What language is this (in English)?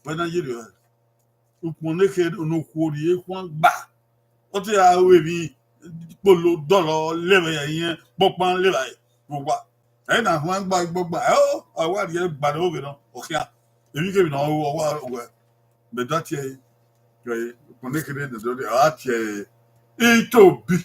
Bini